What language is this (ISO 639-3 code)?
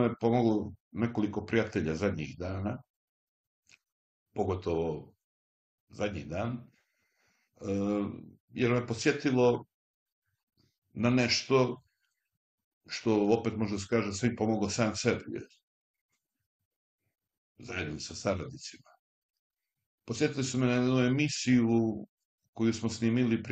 srp